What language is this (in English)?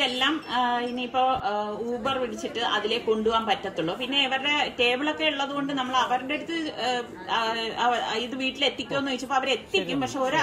Malayalam